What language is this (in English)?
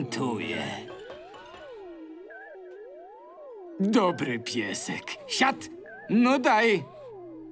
Polish